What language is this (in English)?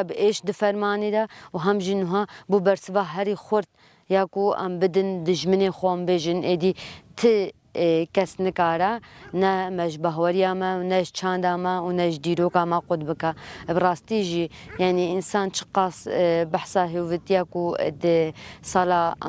Kurdish